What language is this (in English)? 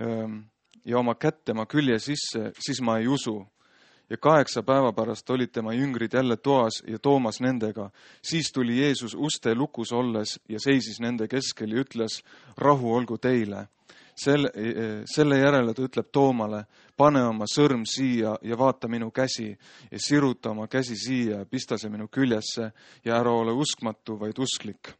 Estonian